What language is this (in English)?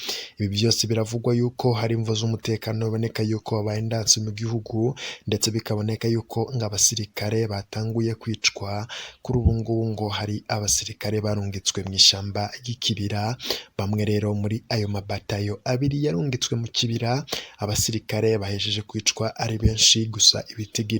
Rundi